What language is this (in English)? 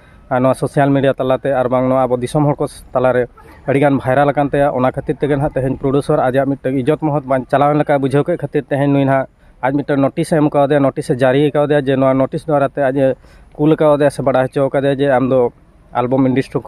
Santali